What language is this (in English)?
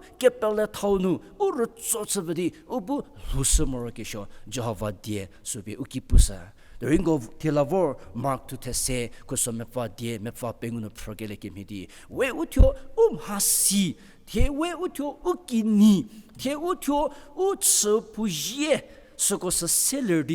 Angami Naga